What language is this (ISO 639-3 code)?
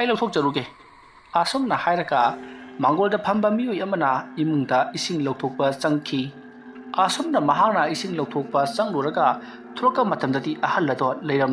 mni